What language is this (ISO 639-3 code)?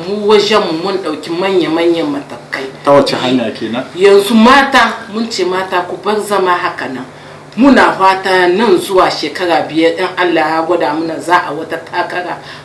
hau